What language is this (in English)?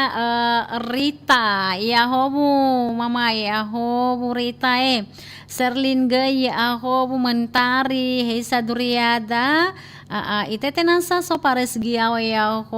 Nias